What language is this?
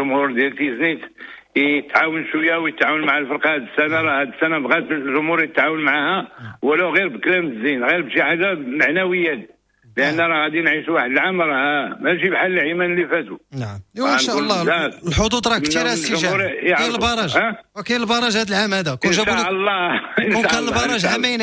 Moroccan Arabic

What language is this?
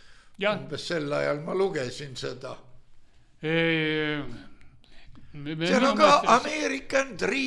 Estonian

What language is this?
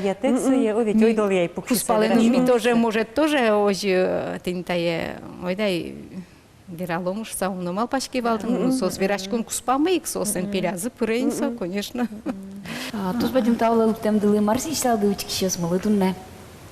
Udmurt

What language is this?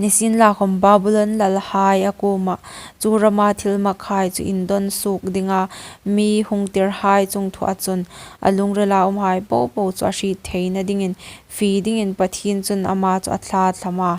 Hmar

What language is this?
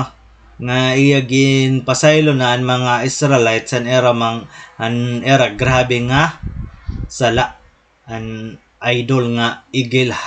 Waray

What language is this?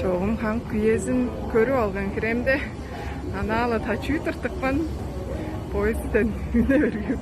Tuvinian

